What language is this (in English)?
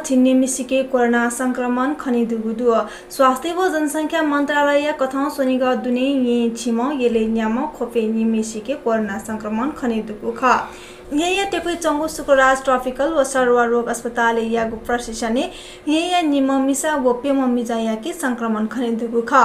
Newari